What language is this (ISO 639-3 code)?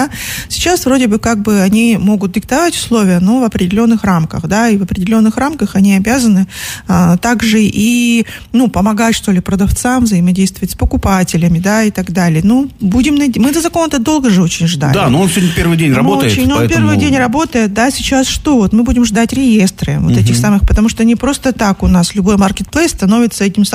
rus